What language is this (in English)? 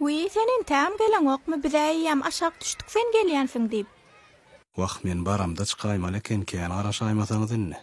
Turkmen